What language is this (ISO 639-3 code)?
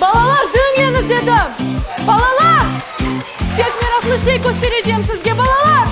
crh